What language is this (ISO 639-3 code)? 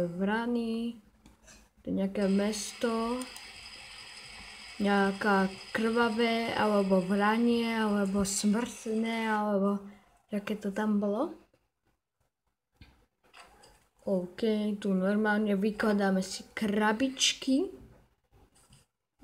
slk